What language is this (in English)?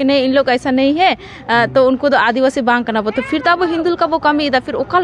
Santali